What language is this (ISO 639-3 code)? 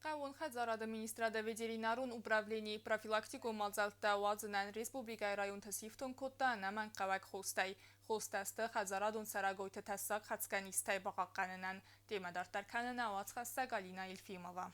oss